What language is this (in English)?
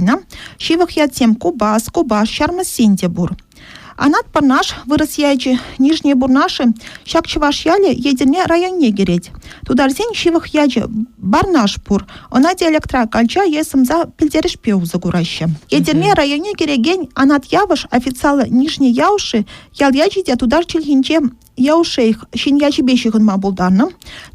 Chuvash